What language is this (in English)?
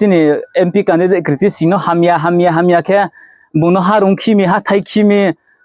Riang (India)